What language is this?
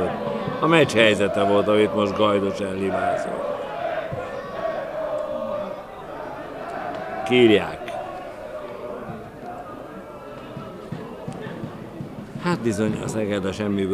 Hungarian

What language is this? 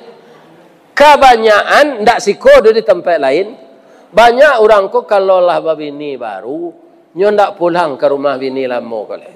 Minangkabau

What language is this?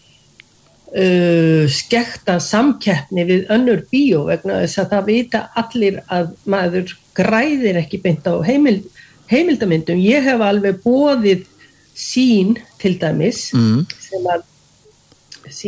Icelandic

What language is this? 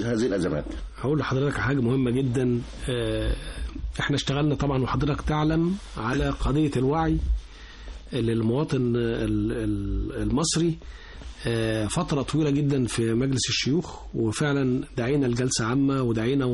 Egyptian Arabic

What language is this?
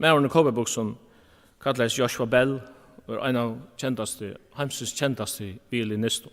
Faroese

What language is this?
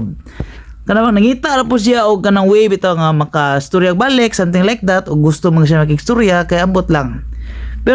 Cebuano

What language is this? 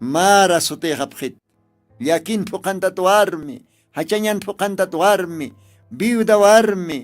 Aymara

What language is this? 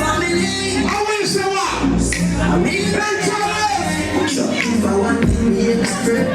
Jamaican Creole English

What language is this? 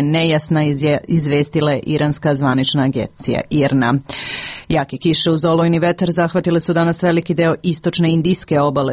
Serbian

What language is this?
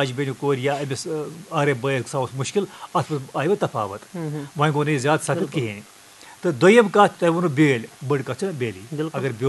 Kashmiri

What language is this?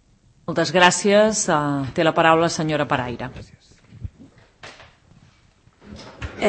Catalan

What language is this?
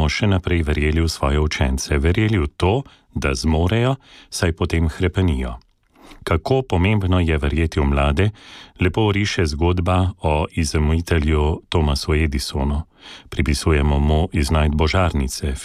Slovenian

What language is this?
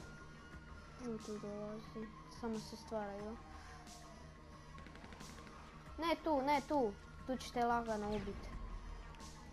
Croatian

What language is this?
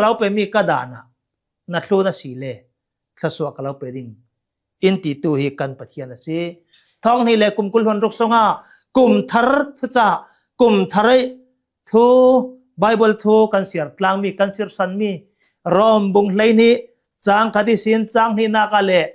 Hakha Chin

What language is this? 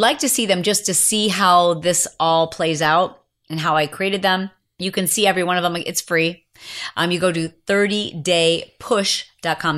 English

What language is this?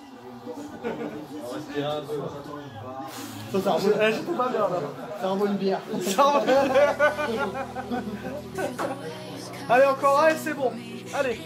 French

